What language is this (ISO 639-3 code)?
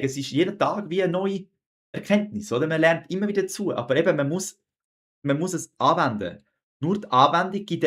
gsw